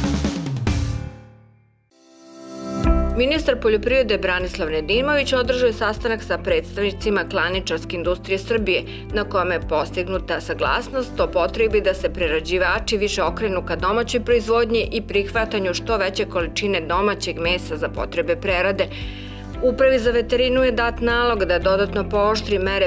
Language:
Serbian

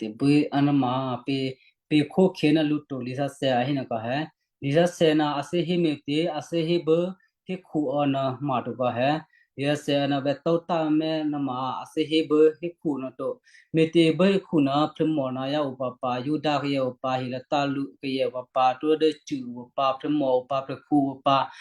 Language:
Western Kayah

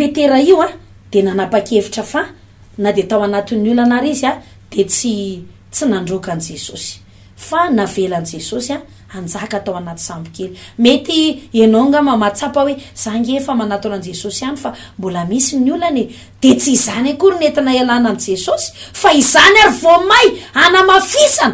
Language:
Malagasy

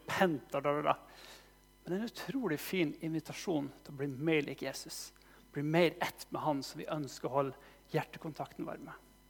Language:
Norwegian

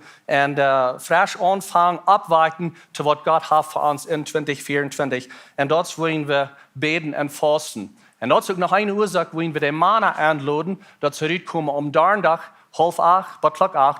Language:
Plautdietsch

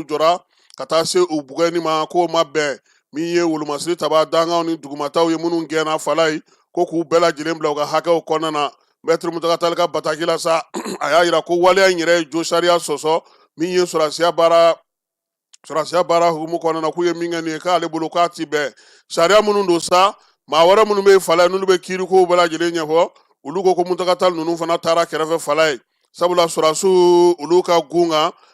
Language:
Bambara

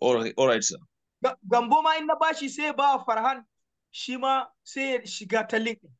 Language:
Hausa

